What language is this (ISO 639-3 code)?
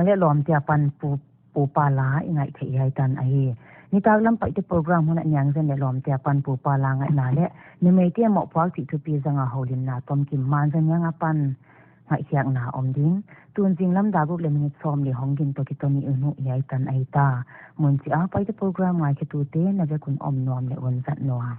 pck